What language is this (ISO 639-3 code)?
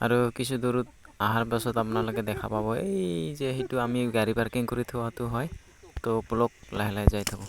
asm